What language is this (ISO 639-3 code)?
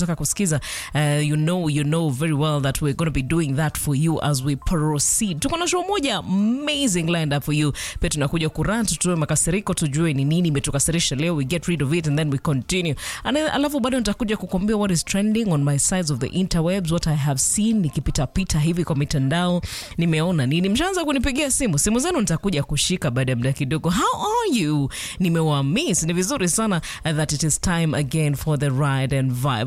swa